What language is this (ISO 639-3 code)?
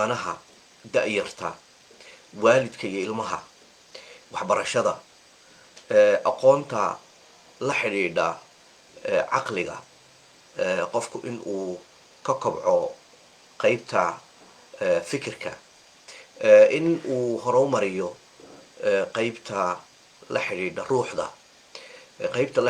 som